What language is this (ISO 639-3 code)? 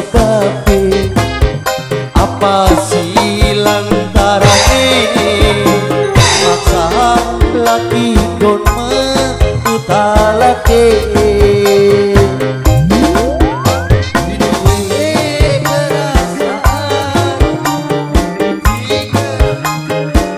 jav